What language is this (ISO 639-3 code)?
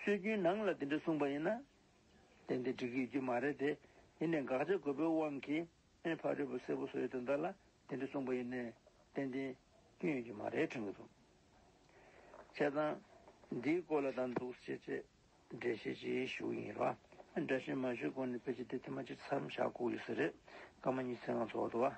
bod